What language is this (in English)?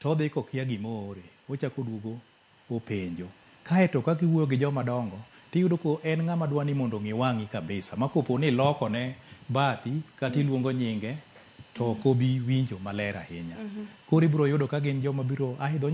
Luo (Kenya and Tanzania)